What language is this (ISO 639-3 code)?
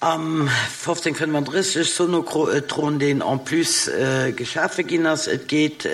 ltz